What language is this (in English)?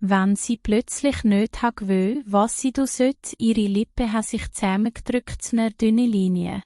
Swiss German